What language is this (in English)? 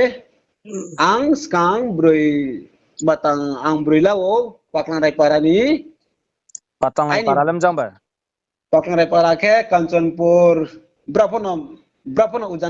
Riang (India)